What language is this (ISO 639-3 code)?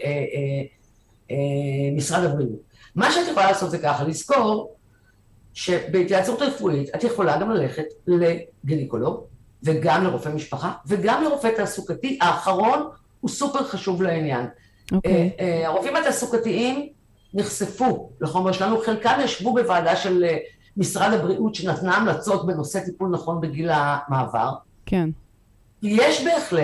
heb